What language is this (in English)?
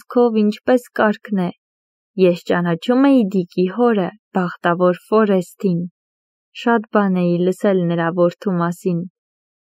Armenian